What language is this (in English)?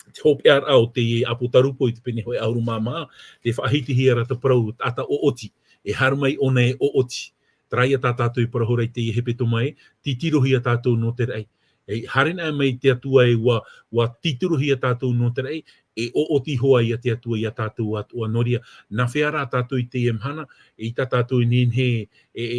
Tahitian